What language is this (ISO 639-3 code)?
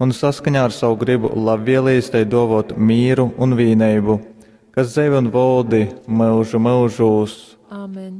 ltg